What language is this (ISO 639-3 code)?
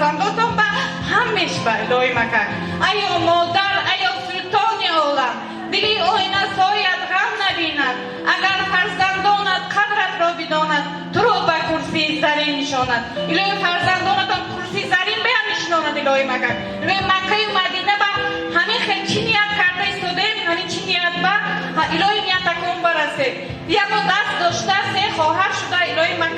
tgk